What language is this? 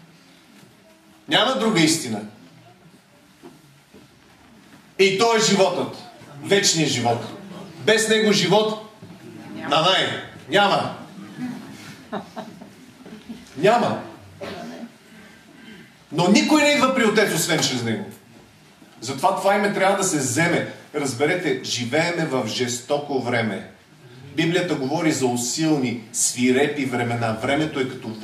Bulgarian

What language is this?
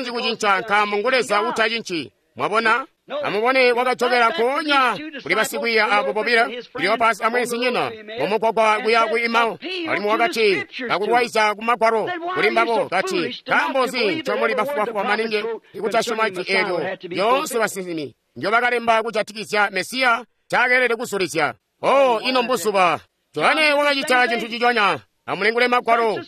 Tonga (Zambia)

